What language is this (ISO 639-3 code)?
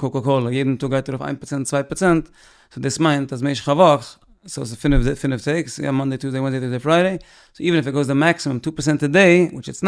yid